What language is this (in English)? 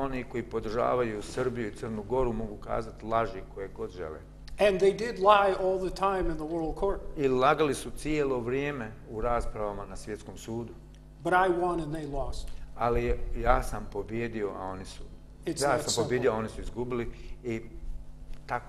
Bosnian